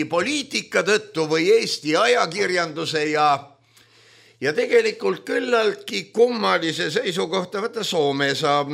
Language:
Estonian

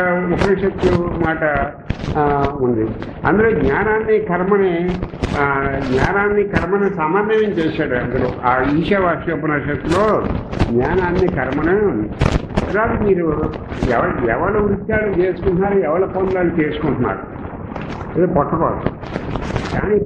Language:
Telugu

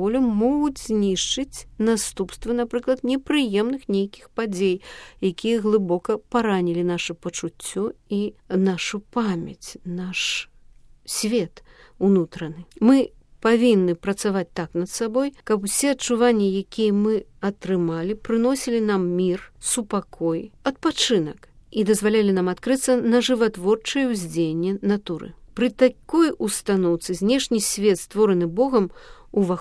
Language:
Belarusian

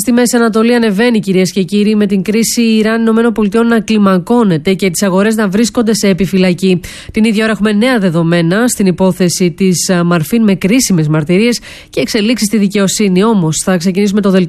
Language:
Greek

